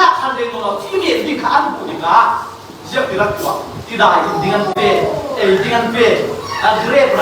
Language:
Falam Chin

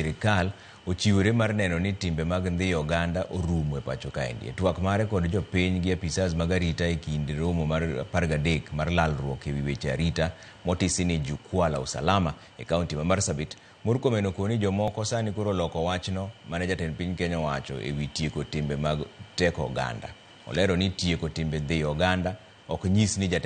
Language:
Luo (Kenya and Tanzania)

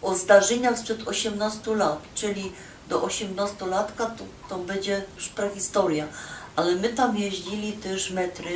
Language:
Silesian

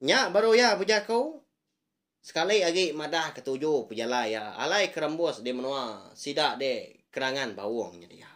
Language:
Iban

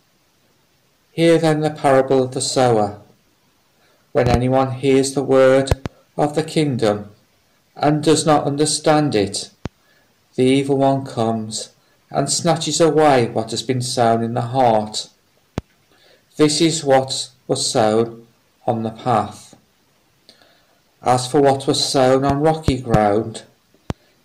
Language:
English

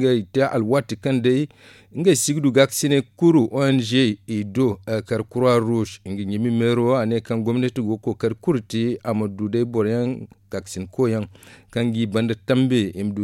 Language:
Zarma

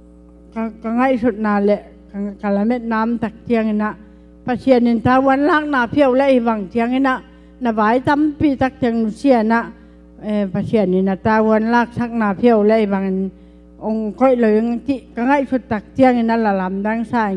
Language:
Tedim Chin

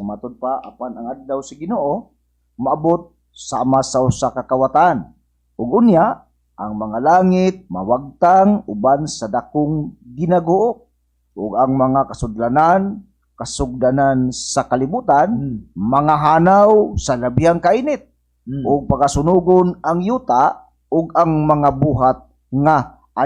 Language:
Cebuano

